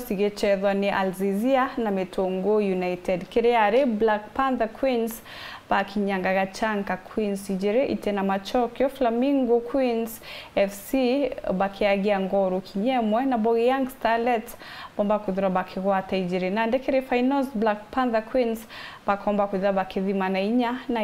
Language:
Meru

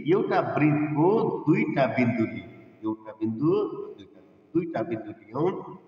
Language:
Nepali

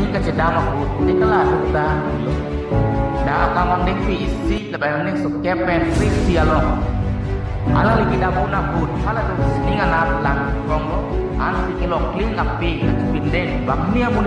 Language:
Karbi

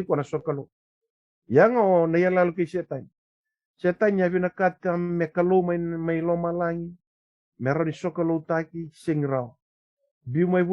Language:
Fijian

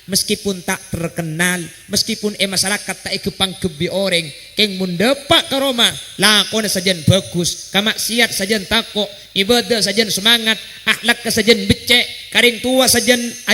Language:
Madurese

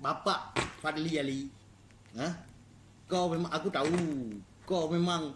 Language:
Achinese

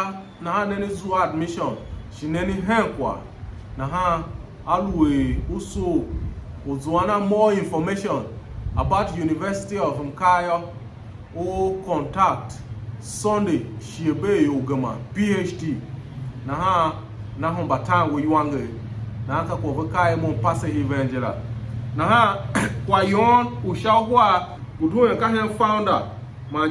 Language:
Tiv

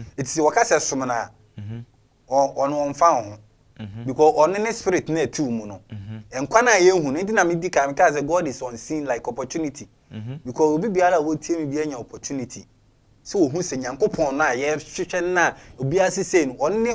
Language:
Akan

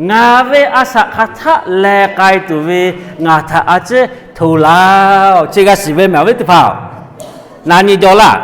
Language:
Lahu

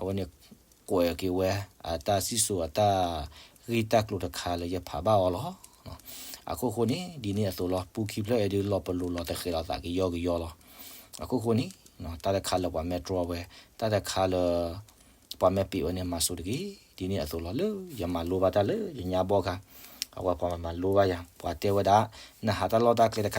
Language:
S'gaw Karen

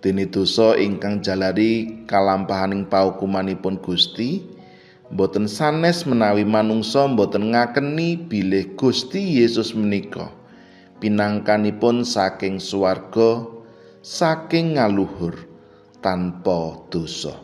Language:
Javanese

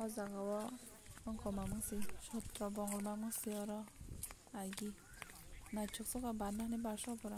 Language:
Kok Borok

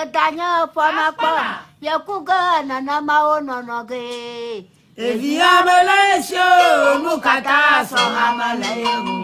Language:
Ewe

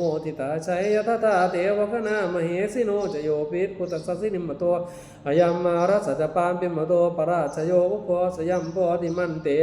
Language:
Pali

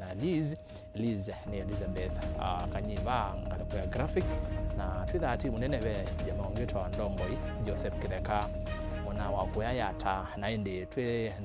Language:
Kamba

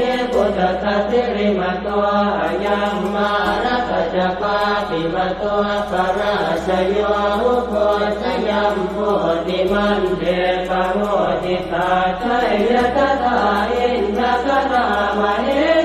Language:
Pali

